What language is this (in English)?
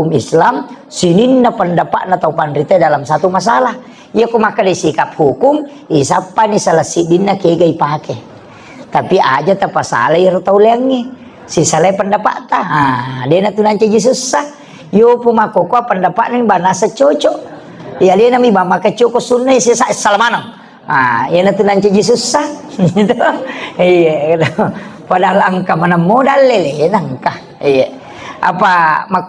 Buginese